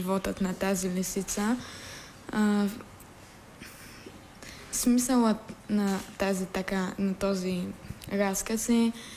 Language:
Bulgarian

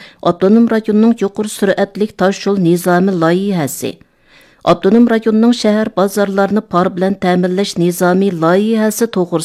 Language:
Uyghur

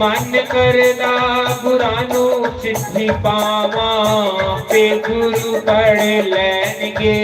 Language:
Dogri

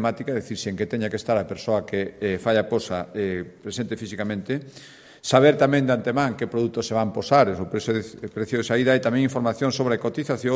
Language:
Galician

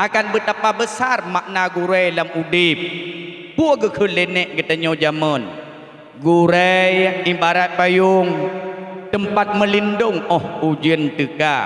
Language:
Achinese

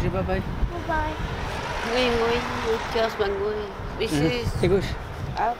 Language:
Kalaallisut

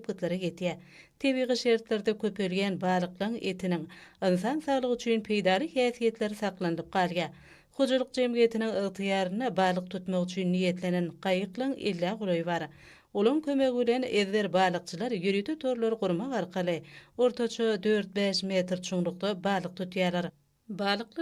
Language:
Turkmen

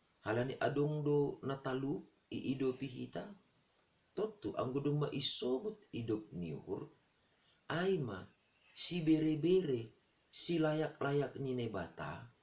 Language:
Batak Simalungun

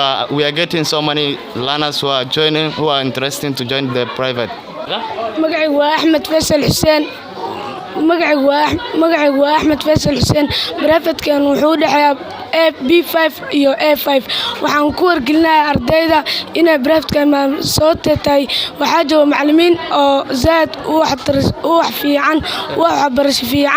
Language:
Somali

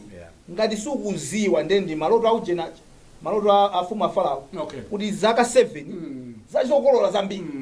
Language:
Nyanja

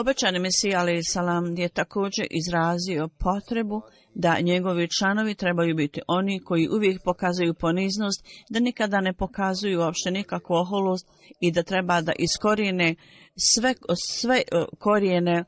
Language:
Bosnian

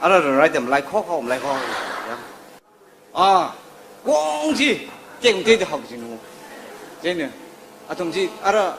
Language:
Tangkhul Naga (India)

